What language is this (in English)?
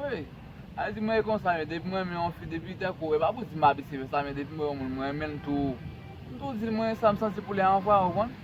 Haitian Creole